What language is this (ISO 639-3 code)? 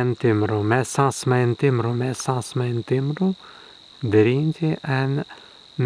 prg